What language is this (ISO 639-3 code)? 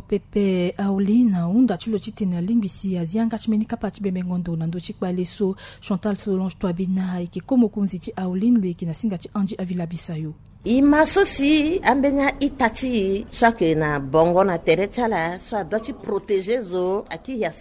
sag